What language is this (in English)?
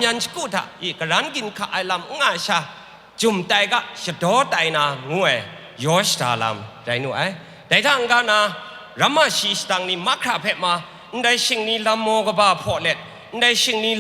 Kachin